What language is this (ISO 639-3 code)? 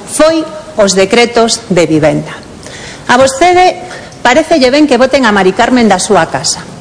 glg